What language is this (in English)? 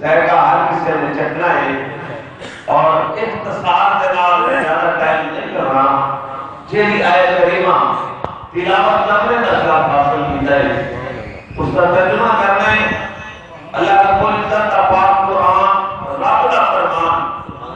Saraiki